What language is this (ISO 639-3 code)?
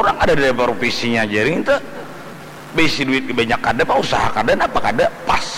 bjn